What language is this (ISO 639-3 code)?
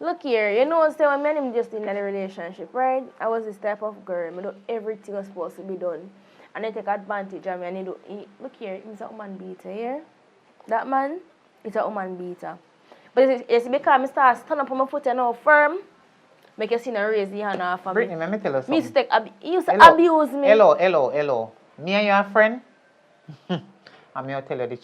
jam